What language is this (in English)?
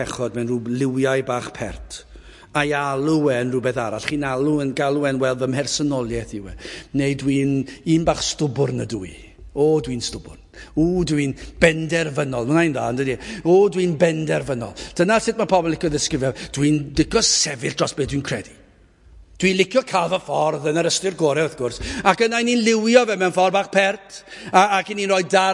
Welsh